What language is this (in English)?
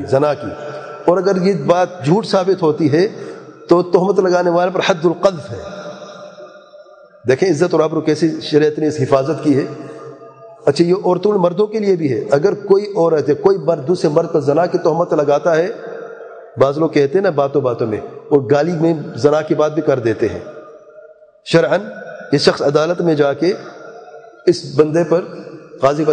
Urdu